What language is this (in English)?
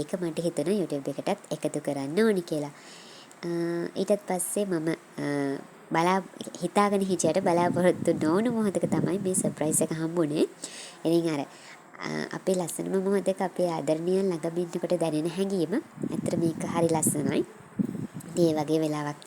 Sinhala